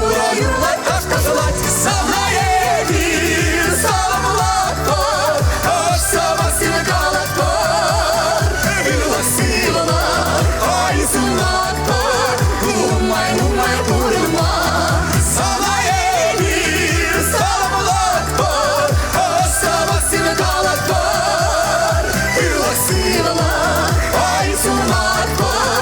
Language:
Chuvash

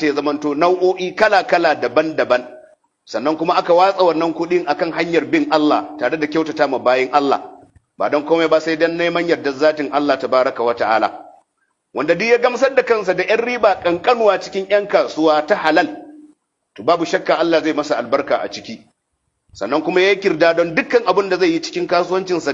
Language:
Hausa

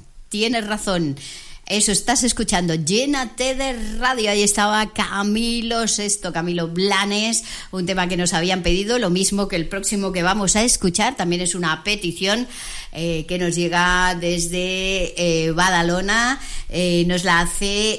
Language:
Spanish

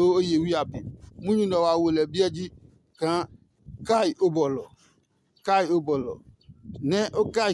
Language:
Adangme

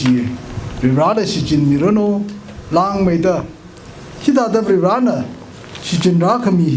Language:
Tangkhul Naga (India)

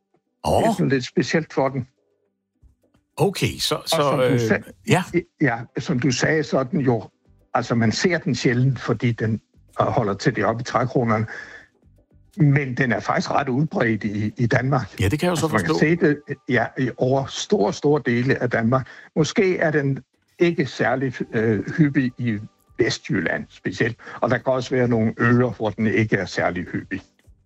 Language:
Danish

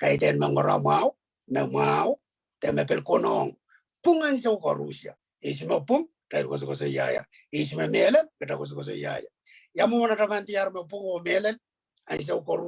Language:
Pohnpeian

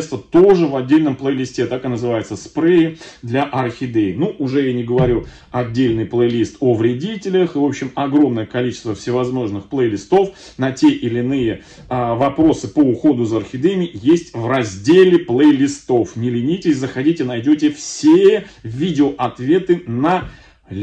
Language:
Russian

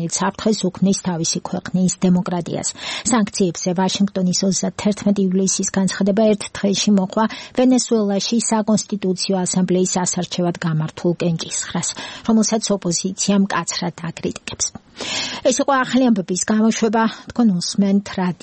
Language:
Georgian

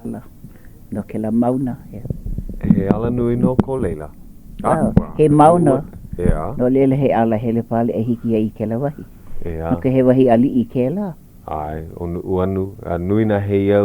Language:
Hawaiian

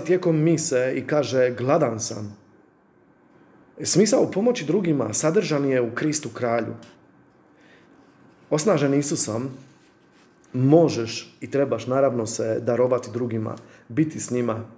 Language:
Croatian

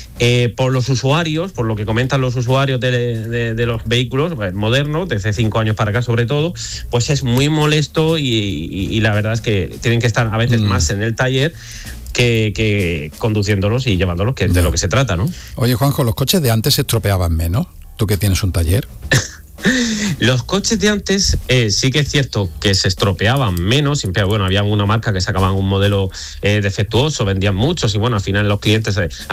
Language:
Spanish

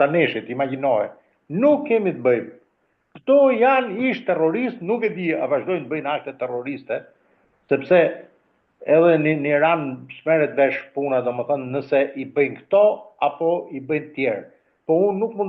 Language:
Albanian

